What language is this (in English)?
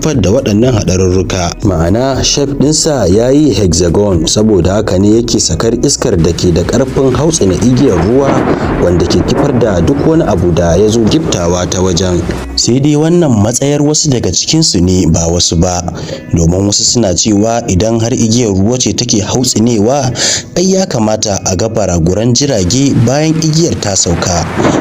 Hausa